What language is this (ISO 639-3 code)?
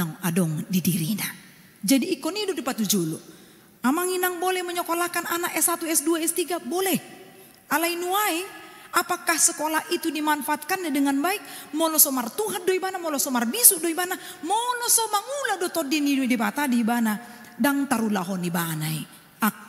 bbc